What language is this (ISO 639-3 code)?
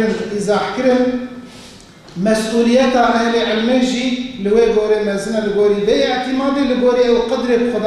kur